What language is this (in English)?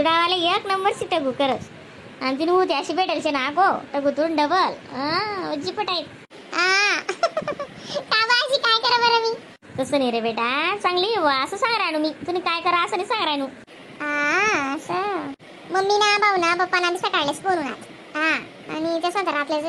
Khandesi